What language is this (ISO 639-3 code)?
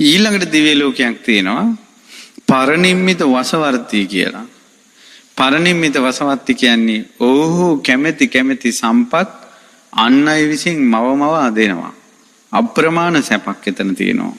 sin